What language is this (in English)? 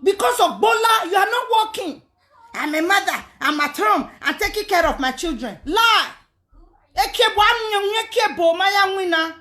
Nigerian Pidgin